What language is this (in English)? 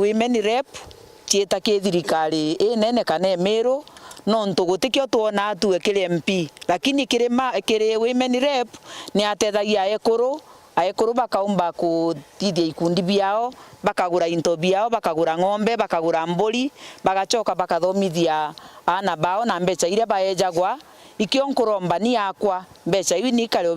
Meru